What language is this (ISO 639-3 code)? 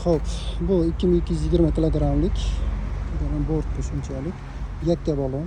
uzb